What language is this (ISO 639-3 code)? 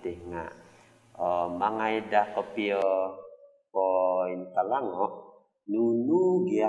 dtp